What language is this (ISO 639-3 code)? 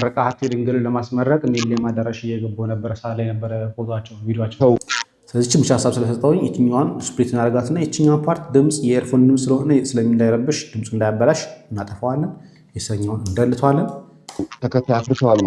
amh